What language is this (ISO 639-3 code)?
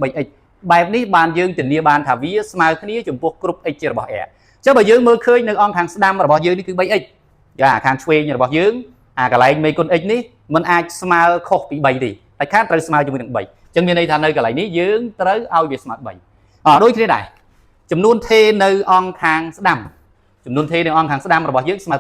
khm